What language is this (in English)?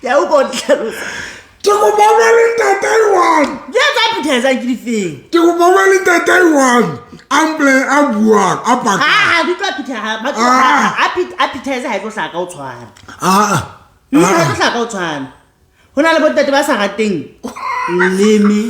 Southern Sotho